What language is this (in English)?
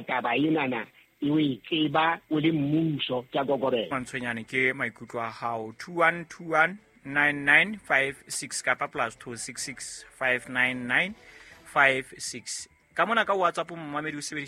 Southern Sotho